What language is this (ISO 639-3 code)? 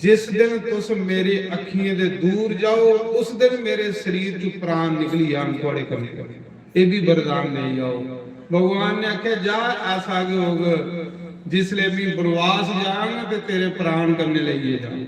doi